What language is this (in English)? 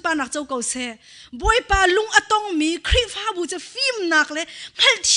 Hakha Chin